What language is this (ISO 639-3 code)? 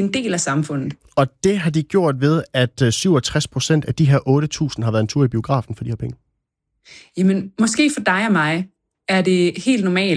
dan